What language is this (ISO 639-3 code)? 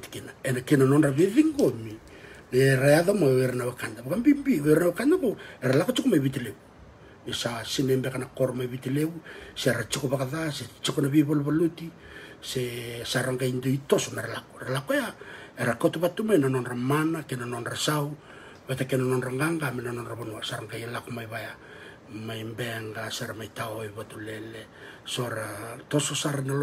fij